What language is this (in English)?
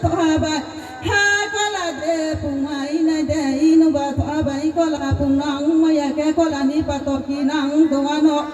Riang (India)